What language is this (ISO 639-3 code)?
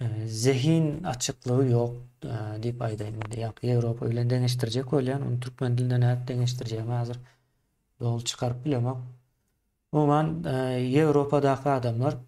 tuk